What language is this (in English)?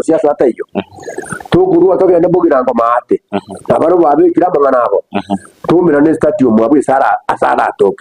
Gusii